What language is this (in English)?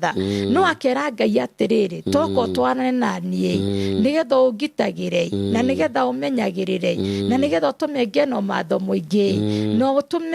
Kikuyu